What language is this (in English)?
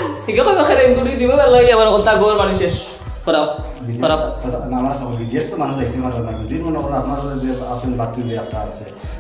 Sylheti